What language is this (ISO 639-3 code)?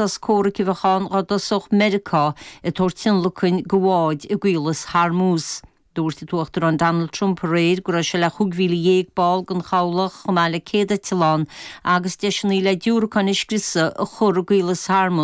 gle